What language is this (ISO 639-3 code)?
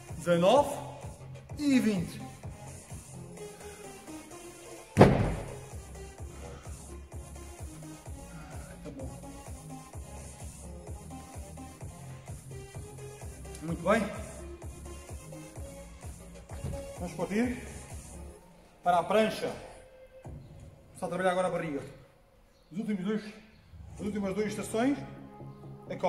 por